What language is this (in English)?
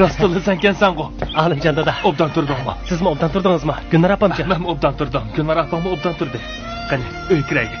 Uyghur